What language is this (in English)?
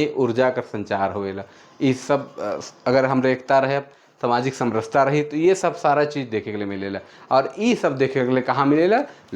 Sadri